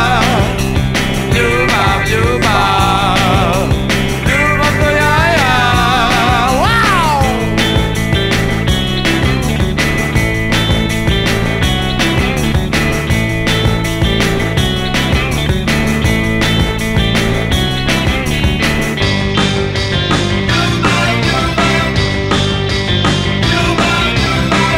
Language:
Croatian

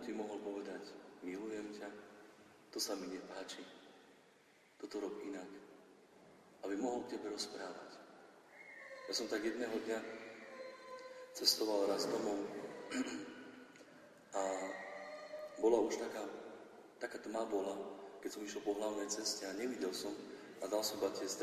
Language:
Slovak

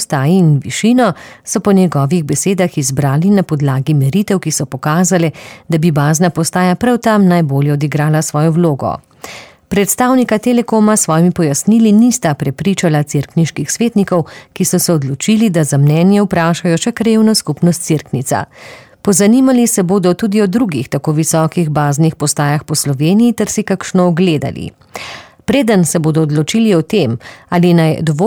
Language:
Slovenian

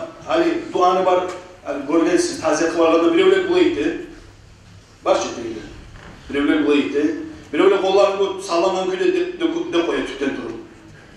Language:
Kumyk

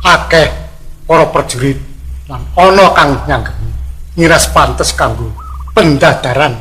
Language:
Javanese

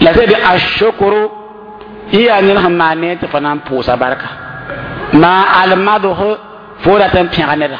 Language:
Mossi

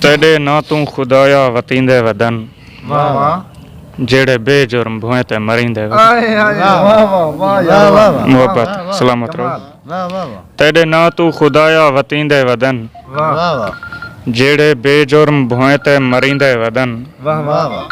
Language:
Saraiki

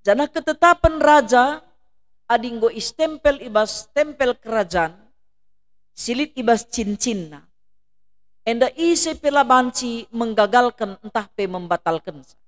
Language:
Batak Karo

